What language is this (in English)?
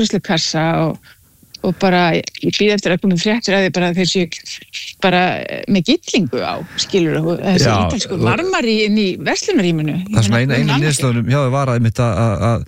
Icelandic